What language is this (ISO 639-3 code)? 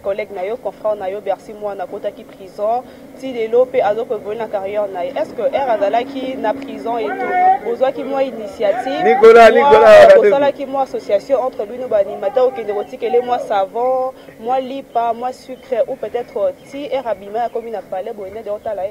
lin